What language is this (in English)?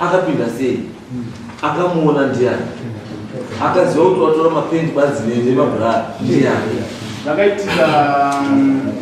Shona